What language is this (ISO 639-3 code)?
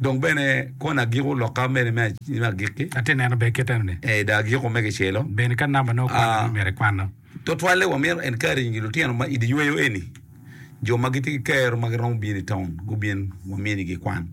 ach